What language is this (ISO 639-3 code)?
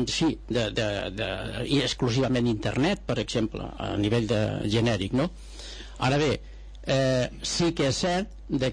cat